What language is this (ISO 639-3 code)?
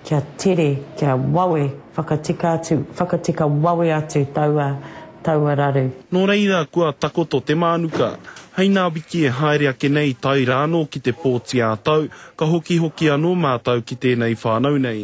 mri